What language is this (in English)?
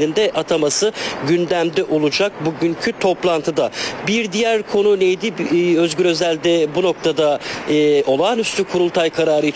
Turkish